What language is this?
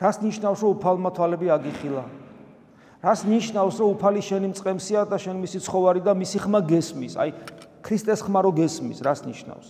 Georgian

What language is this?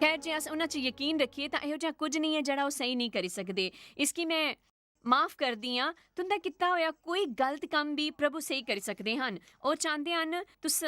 Dogri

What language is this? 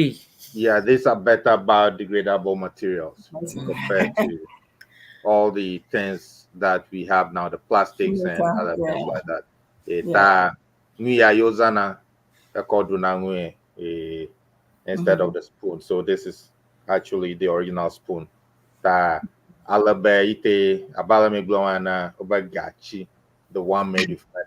Ewe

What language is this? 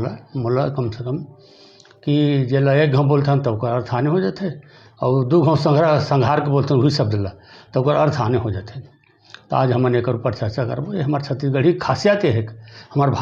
Chhattisgarhi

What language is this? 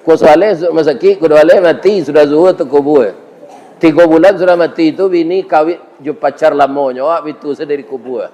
Minangkabau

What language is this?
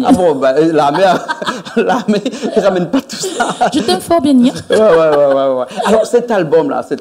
Réunion Creole French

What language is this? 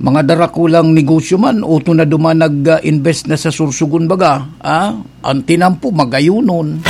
Bikol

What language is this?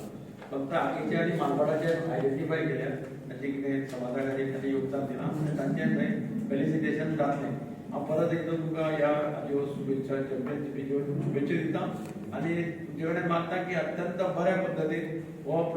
Konkani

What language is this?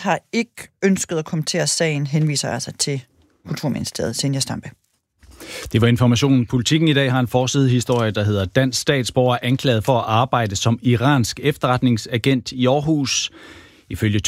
Danish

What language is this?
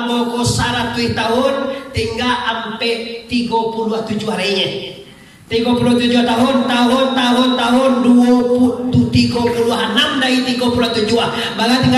Minangkabau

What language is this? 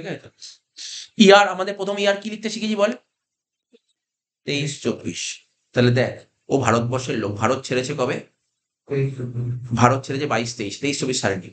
Bangla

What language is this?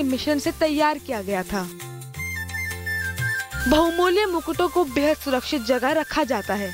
Hindi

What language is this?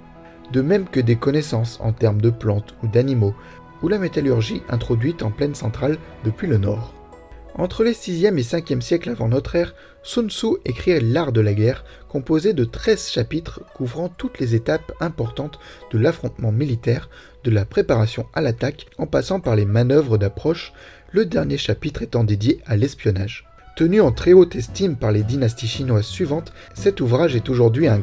French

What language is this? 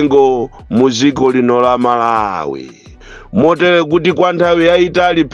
Nyanja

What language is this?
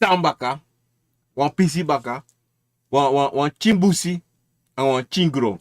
Sranan Tongo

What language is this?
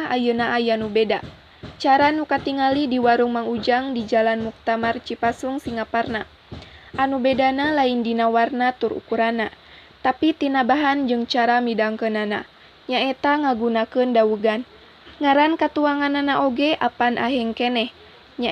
Sundanese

